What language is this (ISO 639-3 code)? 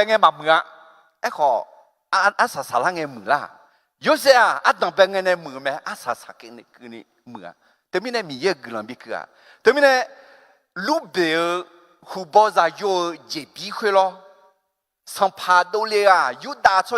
ahk